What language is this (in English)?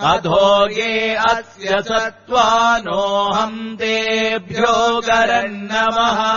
Sanskrit